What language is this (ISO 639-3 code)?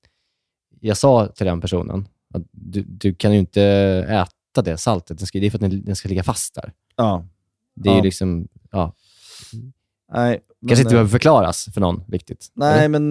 swe